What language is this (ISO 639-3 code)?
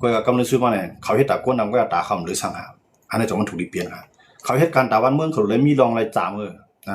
shn